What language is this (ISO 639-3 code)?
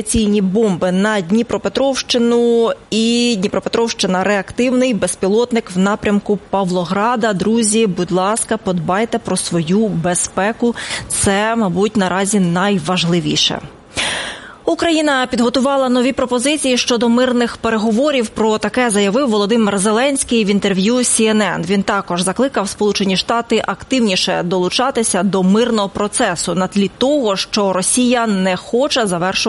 ukr